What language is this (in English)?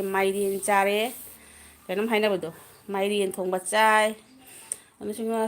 Manipuri